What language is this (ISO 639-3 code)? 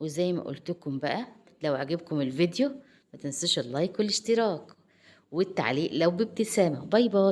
arz